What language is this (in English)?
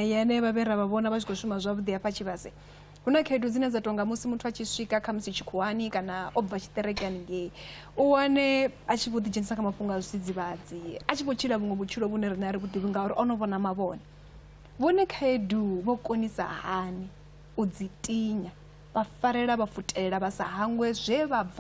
Venda